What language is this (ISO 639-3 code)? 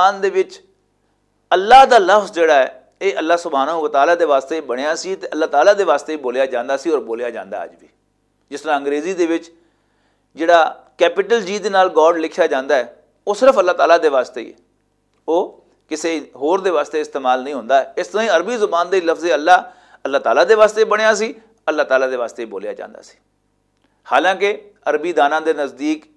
lah